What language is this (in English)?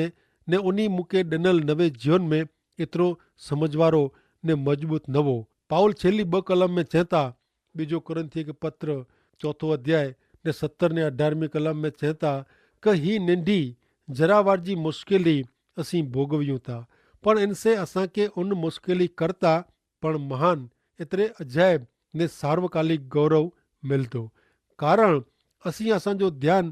Kachhi